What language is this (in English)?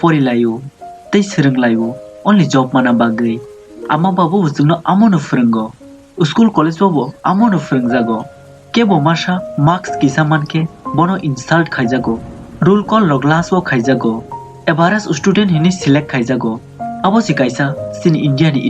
Kok Borok